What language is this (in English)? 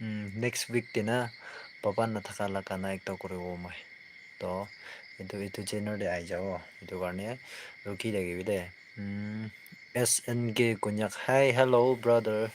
Naga Pidgin